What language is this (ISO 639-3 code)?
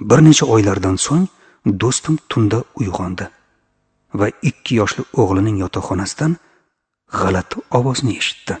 uzb